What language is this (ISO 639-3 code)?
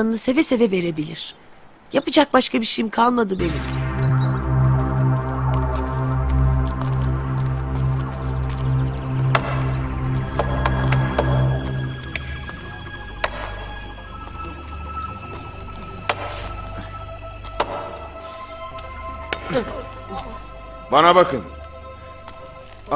tur